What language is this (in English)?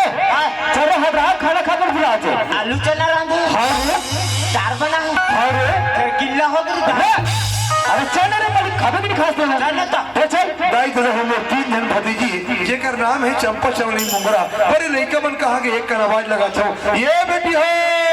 Chhattisgarhi